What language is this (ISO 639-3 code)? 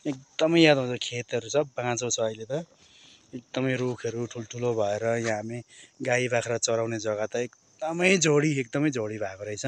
nep